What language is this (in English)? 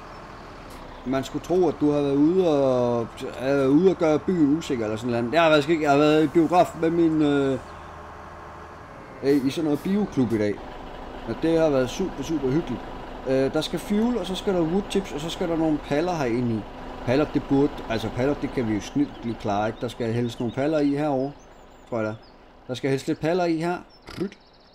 Danish